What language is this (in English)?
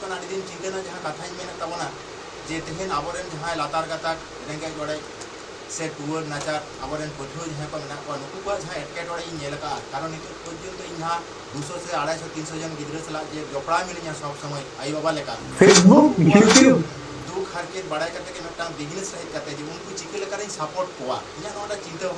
Santali